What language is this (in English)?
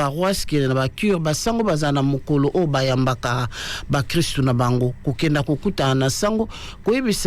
Lingala